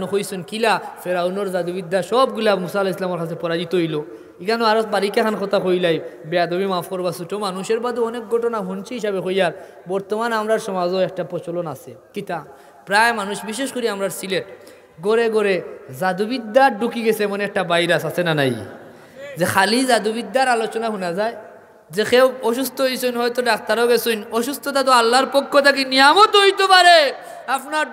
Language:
Sylheti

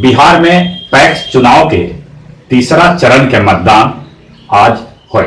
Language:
Magahi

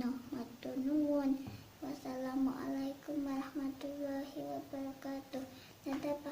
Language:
Javanese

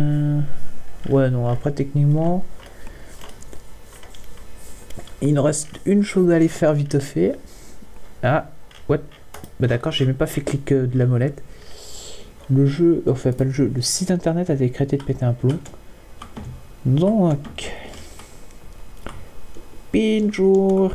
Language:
French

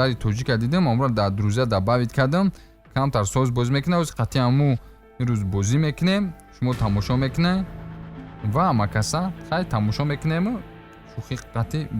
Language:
Tajik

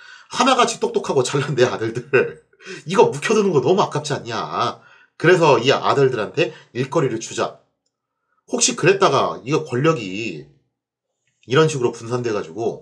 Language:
Korean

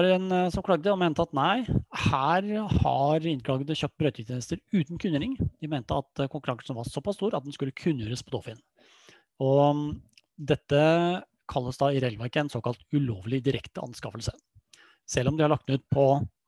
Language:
Norwegian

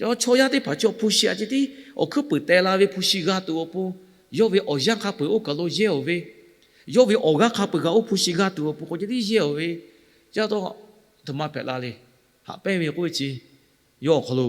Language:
Lahu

